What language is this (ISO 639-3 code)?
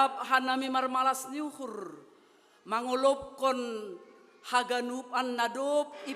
bts